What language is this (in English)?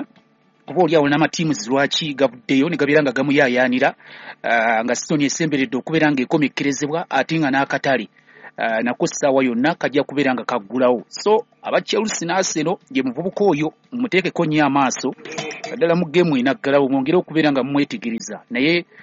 Ganda